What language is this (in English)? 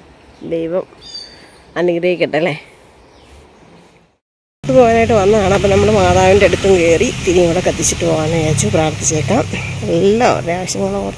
Malayalam